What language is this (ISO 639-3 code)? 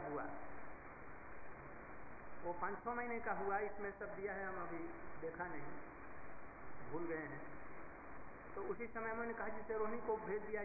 hin